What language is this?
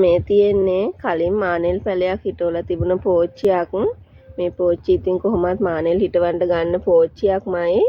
Sinhala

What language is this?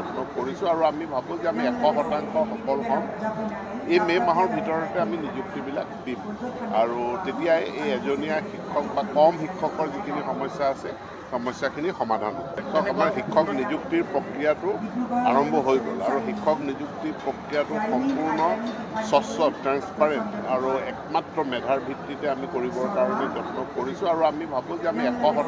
Assamese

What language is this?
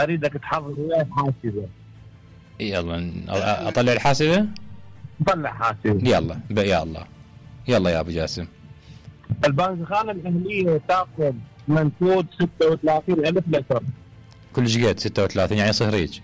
Mesopotamian Arabic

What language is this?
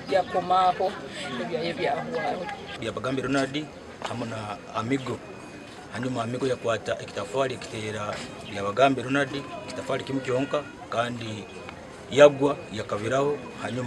Nyankole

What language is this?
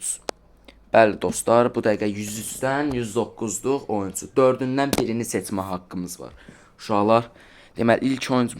Azerbaijani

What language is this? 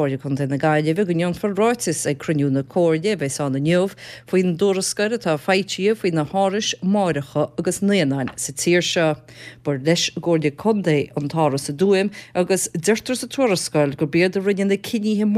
Irish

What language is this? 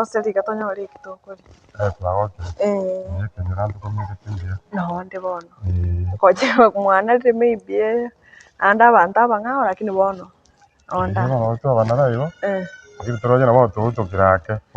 Gusii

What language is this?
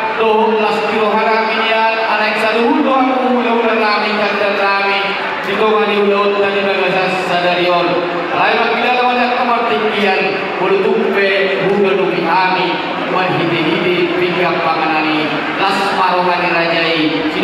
Batak Toba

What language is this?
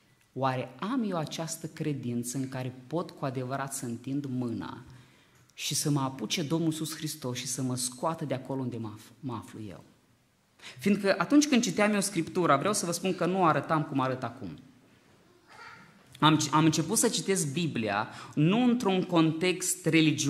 Romanian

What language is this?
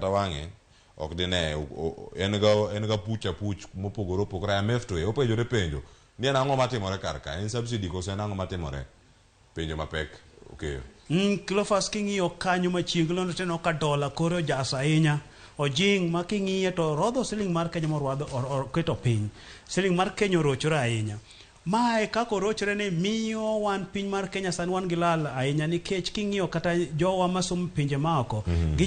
Luo (Kenya and Tanzania)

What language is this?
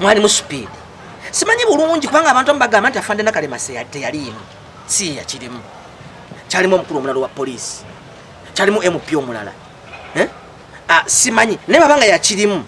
Ganda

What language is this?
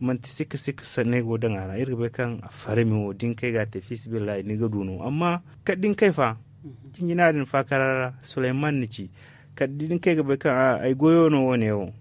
Zarma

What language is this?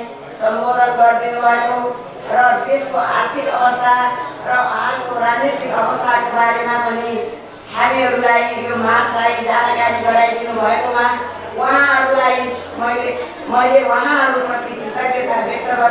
Nepali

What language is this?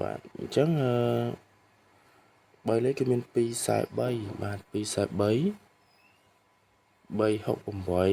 Khmer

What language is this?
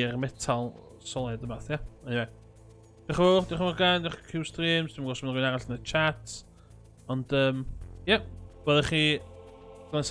Welsh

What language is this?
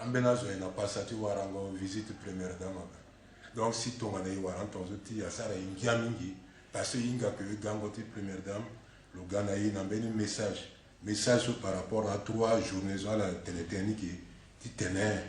Sango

